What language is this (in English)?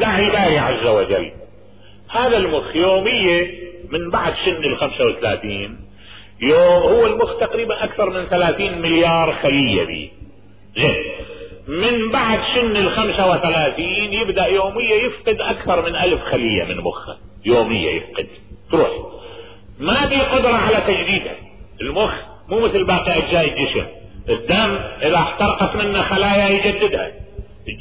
Mesopotamian Arabic